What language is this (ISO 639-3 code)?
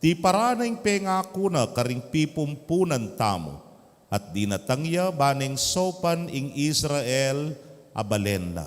pam